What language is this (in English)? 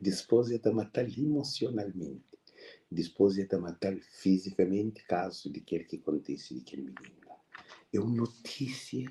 Kabuverdianu